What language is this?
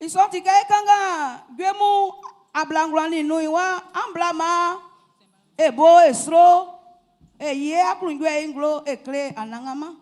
Baoulé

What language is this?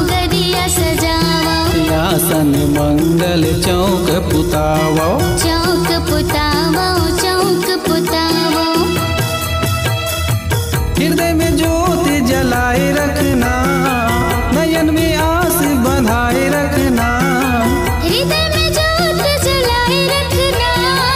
Chhattisgarhi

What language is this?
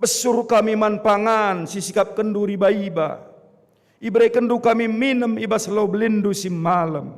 Batak Karo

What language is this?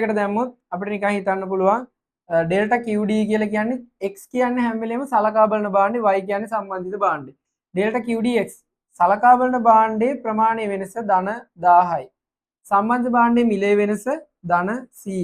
Sinhala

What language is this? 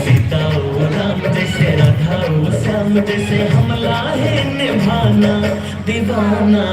Chhattisgarhi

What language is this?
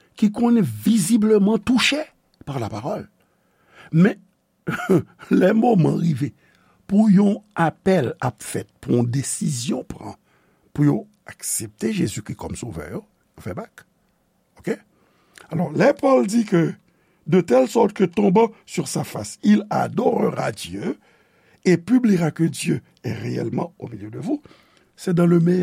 Haitian Creole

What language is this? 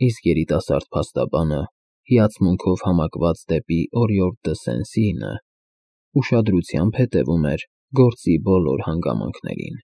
Armenian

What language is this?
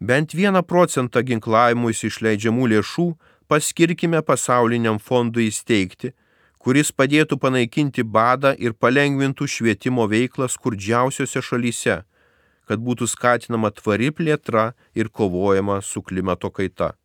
Lithuanian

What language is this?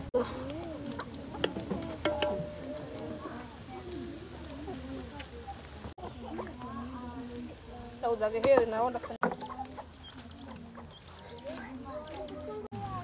Swahili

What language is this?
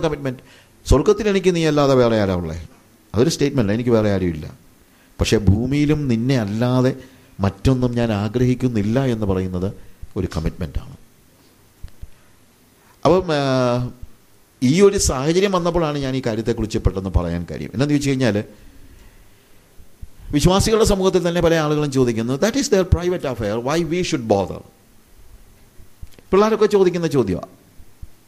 Malayalam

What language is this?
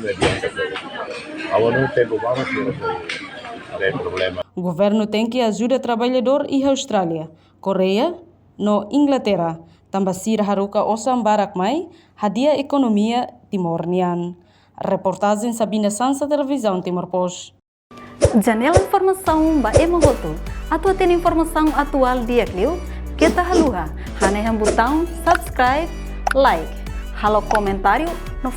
Tetum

